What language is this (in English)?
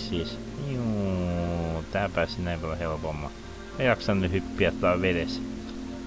Finnish